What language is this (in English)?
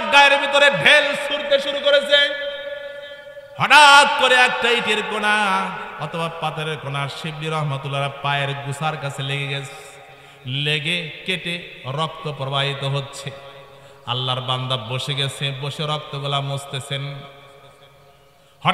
Bangla